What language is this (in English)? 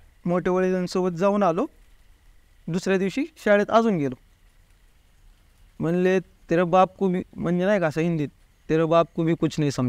Marathi